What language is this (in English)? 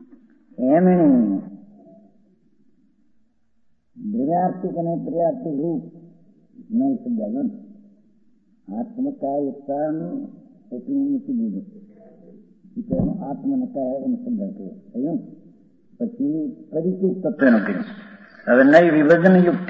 Gujarati